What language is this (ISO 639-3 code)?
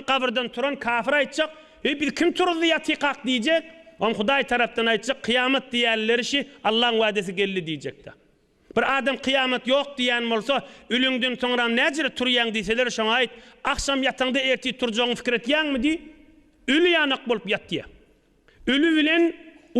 tuk